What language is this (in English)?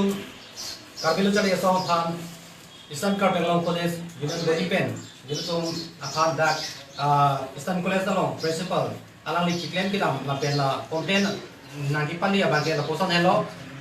Karbi